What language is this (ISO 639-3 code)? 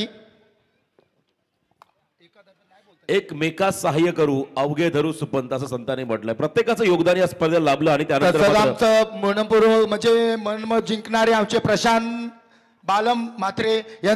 mar